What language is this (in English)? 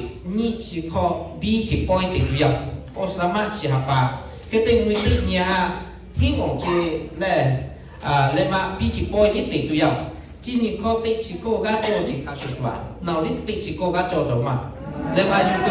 Lahu